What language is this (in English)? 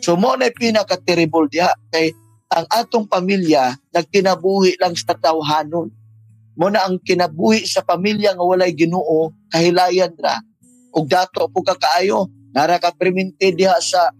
Cebuano